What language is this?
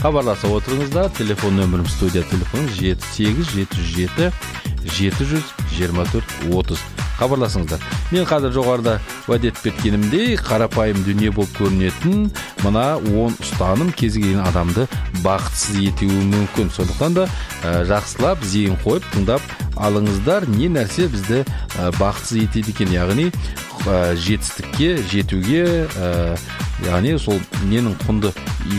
Kazakh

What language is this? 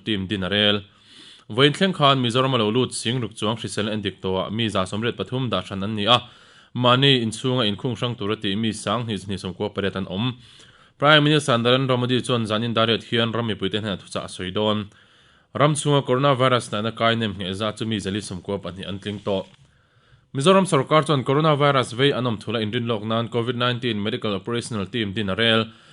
Mizo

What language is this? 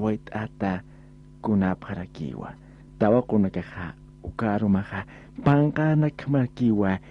Aymara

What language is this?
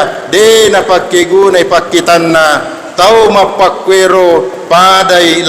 Buginese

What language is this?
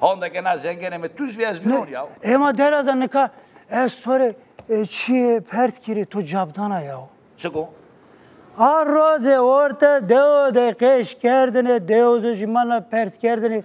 Zaza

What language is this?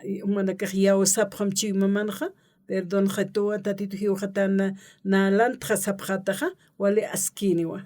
Aymara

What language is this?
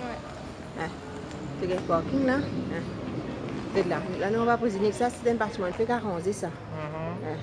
Morisyen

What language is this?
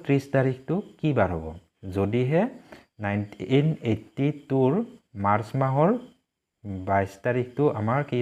Assamese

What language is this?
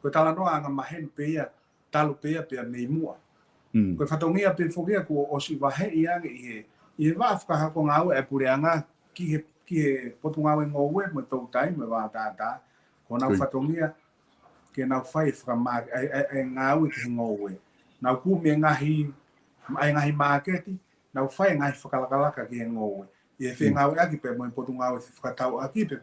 Tongan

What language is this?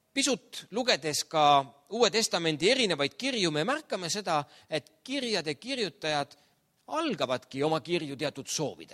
Estonian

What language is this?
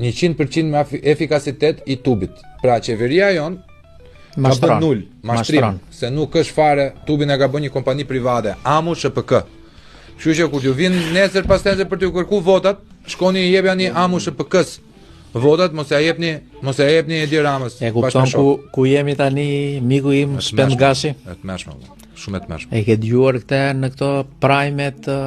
Albanian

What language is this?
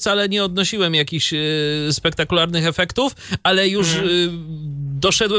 Polish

